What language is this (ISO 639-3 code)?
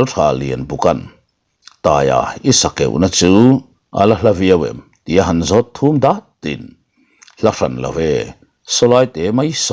lus